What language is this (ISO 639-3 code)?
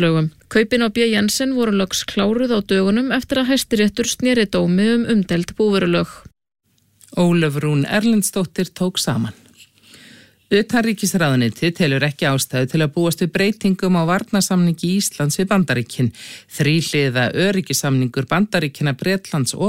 isl